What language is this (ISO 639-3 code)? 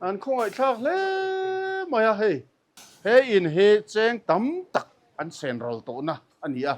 lus